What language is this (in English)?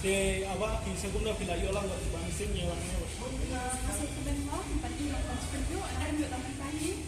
Khasi